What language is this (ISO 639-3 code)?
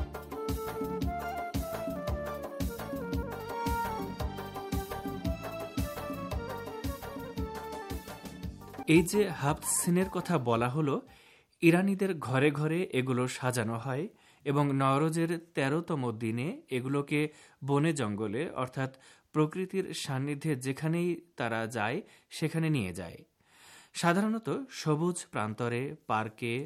ben